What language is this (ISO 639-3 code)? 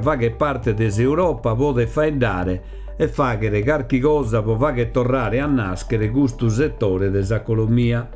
srd